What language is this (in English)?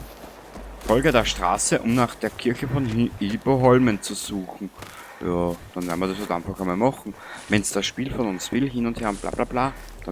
Bavarian